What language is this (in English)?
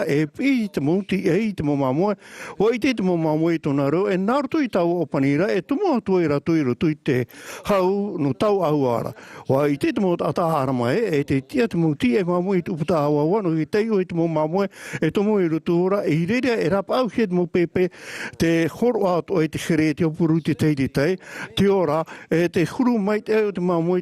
Tahitian